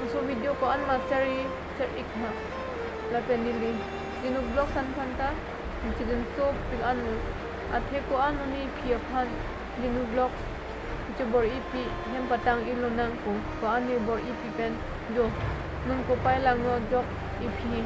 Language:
Karbi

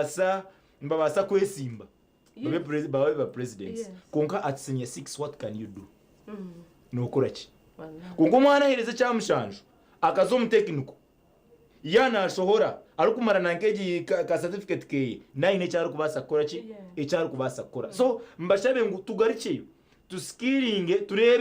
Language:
Nyankole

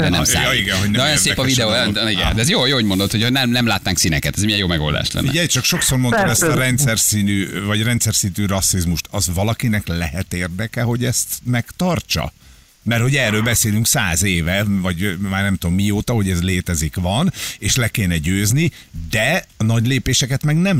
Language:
Hungarian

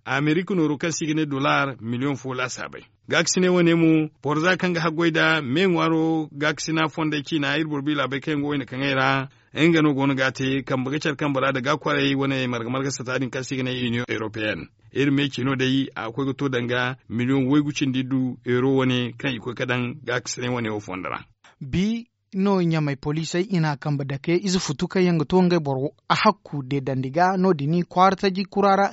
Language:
Zarma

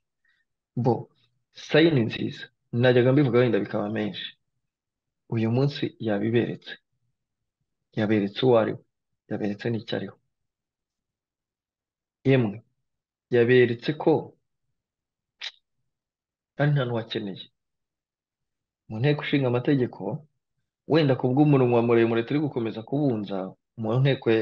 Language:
Kinyarwanda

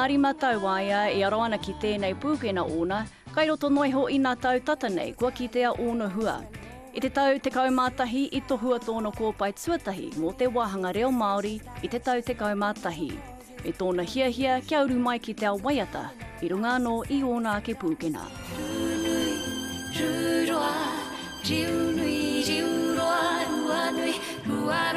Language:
Māori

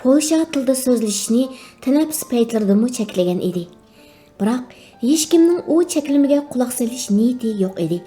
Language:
Uyghur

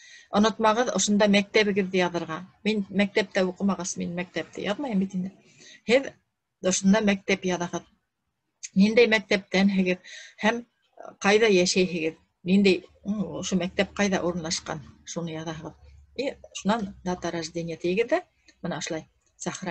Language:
Bashkir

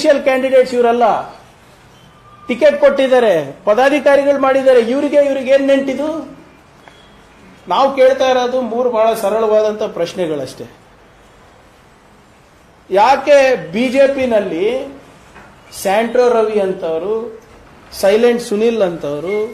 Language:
Kannada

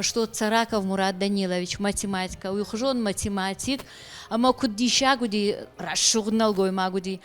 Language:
Ossetic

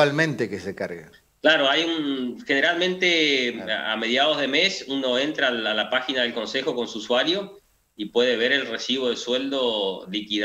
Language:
Spanish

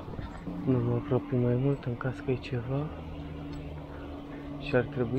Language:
Romanian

